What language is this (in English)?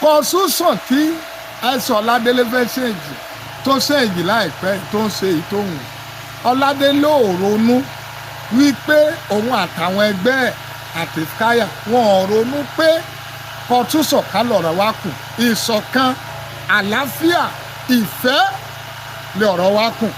Yoruba